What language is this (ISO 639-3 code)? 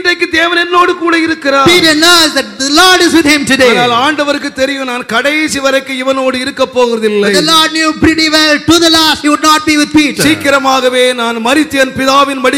tam